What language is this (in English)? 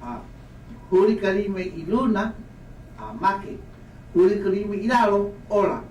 Hawaiian